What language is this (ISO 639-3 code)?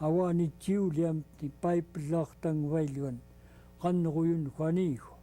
esu